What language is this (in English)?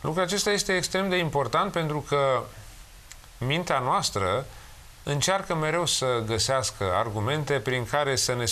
Romanian